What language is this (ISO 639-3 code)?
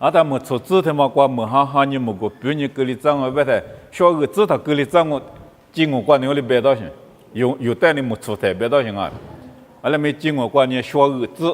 lis